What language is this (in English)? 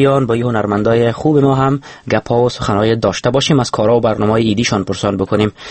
Persian